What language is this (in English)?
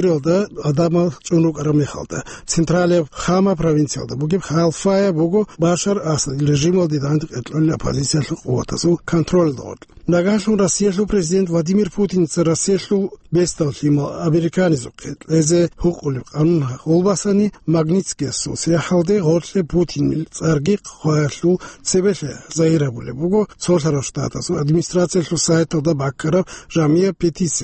Avaric